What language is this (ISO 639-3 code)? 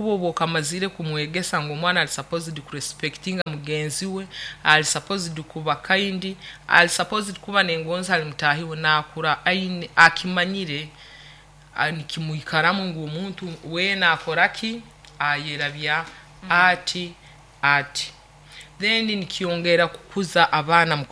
nyo